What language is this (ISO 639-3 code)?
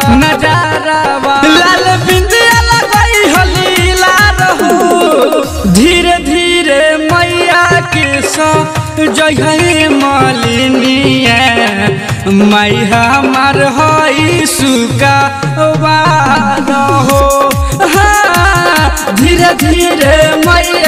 bho